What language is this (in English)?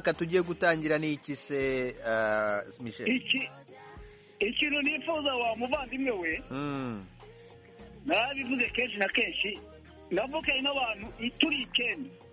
Kinyarwanda